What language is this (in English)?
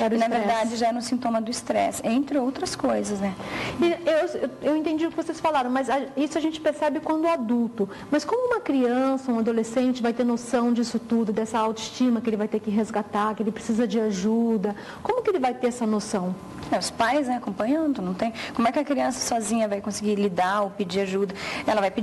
Portuguese